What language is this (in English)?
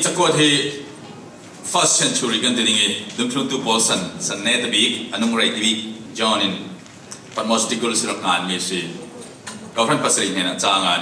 Falam Chin